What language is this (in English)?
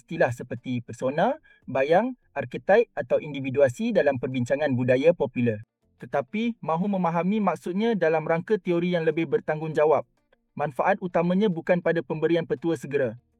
Malay